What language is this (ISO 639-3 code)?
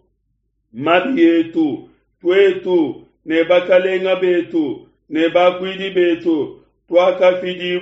lua